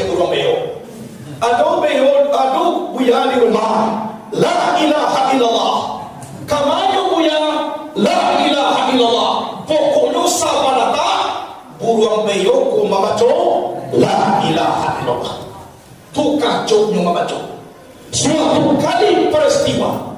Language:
Minangkabau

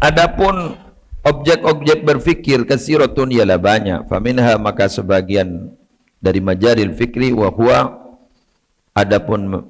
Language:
Madurese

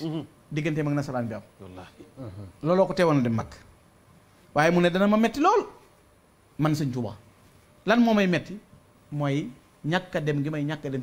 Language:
Wolof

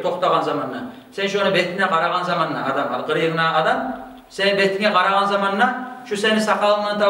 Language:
Kumyk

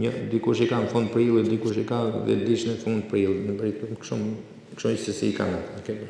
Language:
Albanian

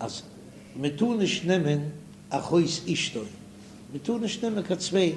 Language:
Yiddish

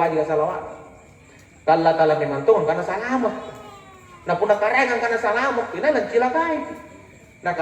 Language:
Makasar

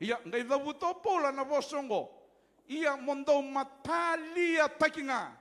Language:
Fijian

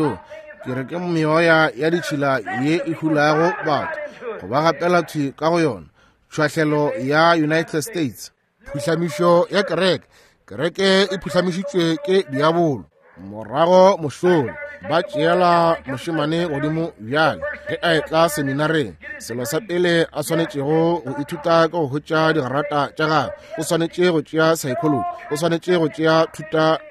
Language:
Northern Sotho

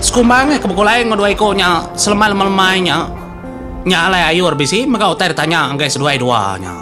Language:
Iban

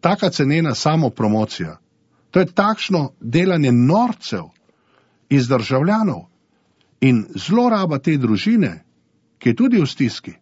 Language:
Slovenian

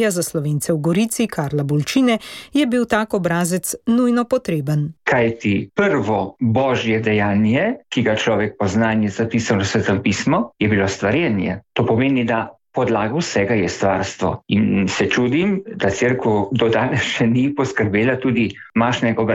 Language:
Slovenian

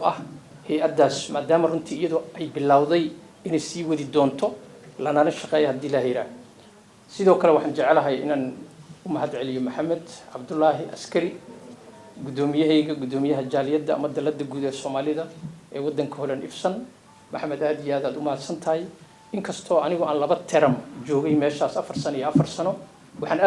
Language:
Somali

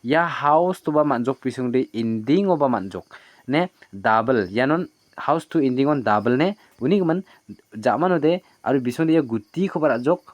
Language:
Garo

